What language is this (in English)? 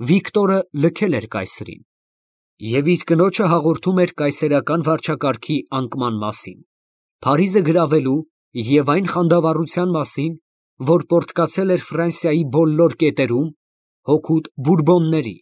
Armenian